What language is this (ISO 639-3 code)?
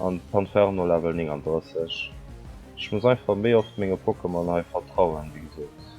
ltz